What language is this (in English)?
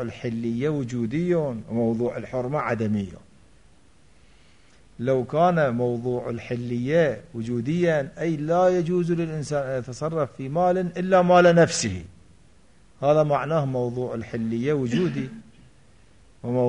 Arabic